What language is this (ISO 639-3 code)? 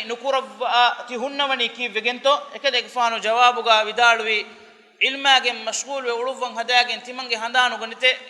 div